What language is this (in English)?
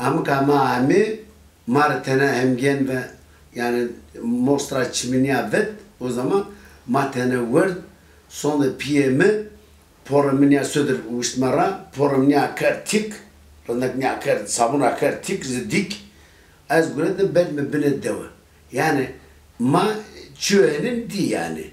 Zaza